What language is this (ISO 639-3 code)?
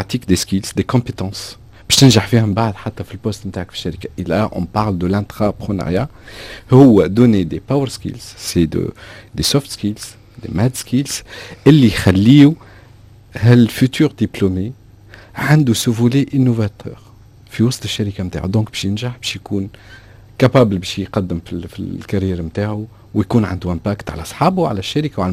aeb